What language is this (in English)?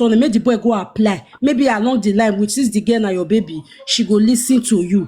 Nigerian Pidgin